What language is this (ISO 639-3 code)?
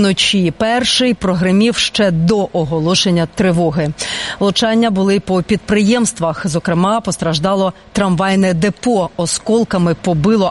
ukr